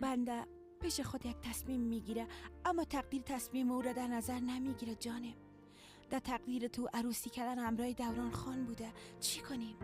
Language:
Persian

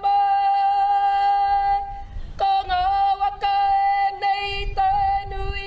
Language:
Māori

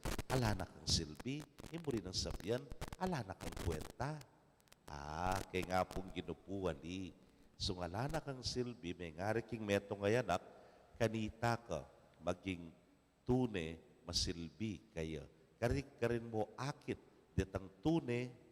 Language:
Pampanga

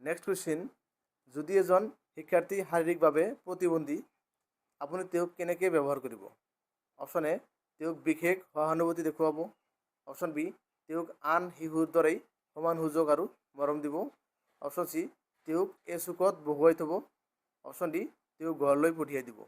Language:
Assamese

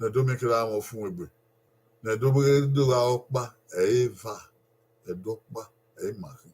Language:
Bini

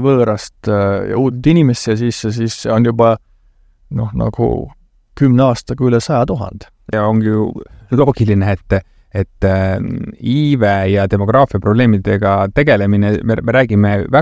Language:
Estonian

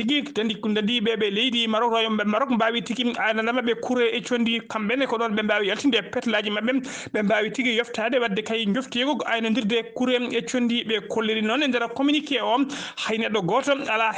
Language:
Fula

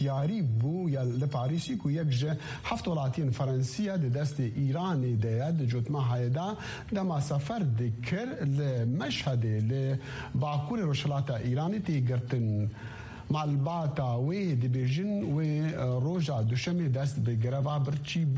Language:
Kurdish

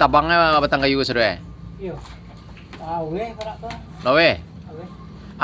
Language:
Minangkabau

